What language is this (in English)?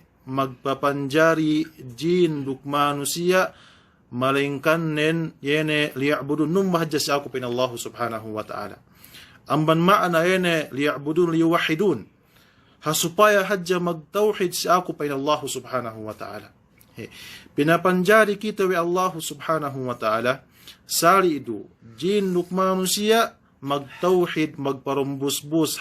Yakan